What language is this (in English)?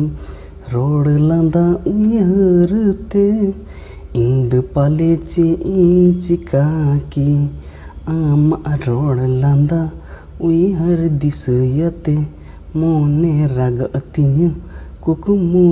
Santali